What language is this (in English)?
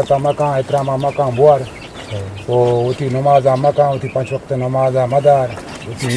Eastern Balochi